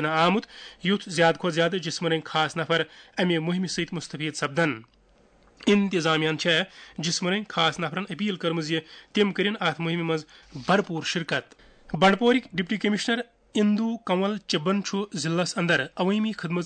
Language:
Kashmiri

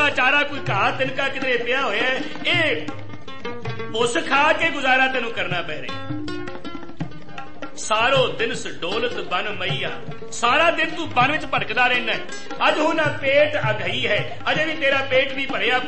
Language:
Punjabi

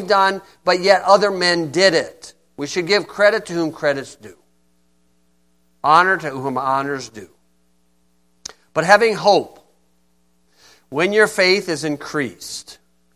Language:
English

